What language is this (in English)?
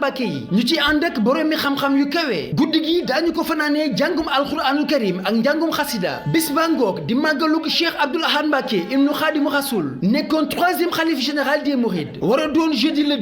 Wolof